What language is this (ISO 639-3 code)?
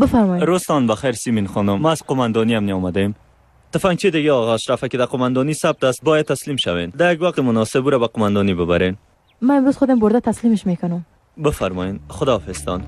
fas